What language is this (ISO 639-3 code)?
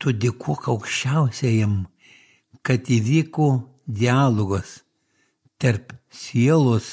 lit